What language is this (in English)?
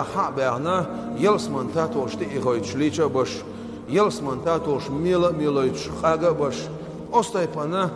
Chechen